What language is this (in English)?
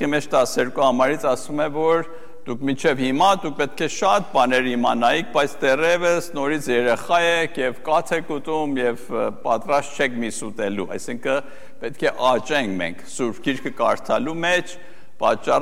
Armenian